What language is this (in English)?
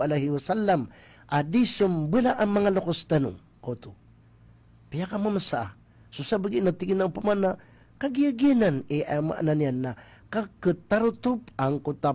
Maranao